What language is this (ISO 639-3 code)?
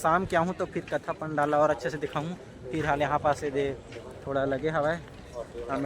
hne